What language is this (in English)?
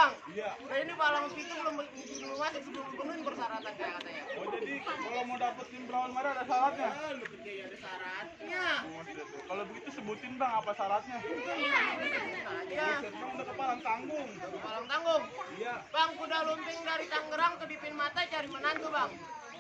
Betawi